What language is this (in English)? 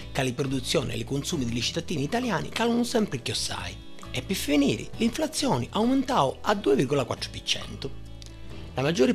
Sicilian